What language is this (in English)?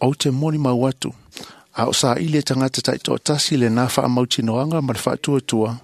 Samoan